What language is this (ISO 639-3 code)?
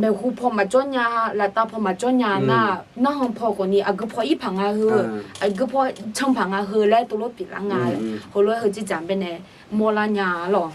ahk